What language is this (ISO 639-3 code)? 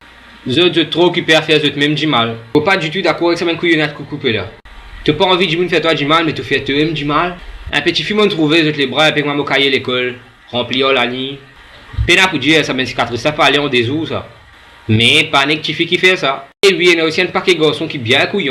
mfe